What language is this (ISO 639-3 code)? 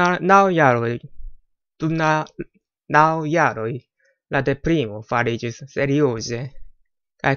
epo